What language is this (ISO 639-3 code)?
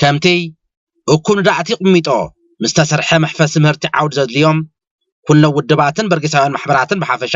tir